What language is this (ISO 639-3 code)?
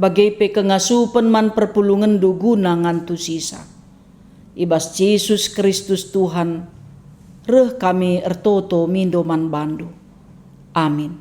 btx